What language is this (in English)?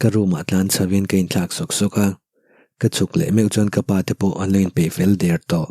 Mizo